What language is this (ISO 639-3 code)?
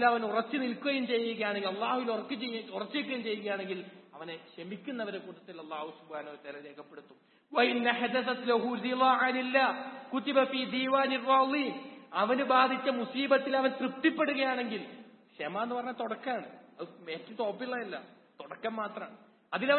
mal